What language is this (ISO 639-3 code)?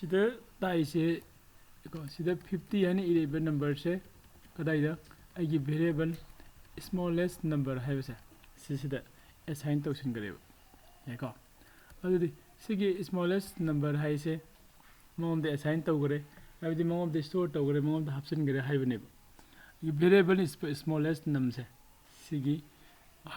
mni